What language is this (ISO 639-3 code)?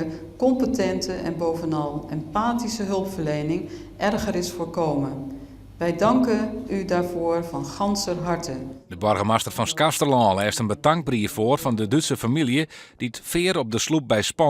fry